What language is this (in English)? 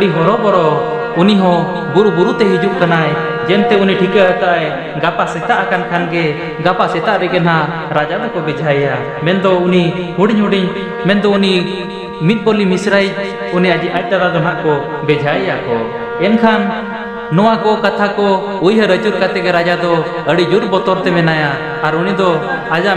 Santali